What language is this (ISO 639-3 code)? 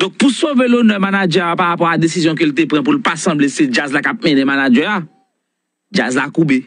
hat